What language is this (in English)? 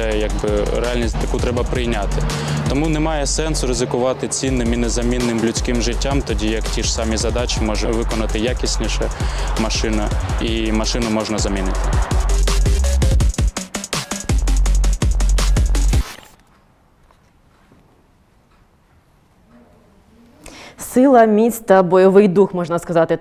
Ukrainian